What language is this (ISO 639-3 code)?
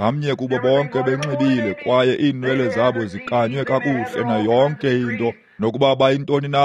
xho